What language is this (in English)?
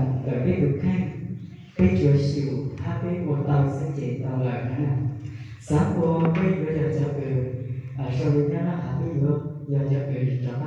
Hmong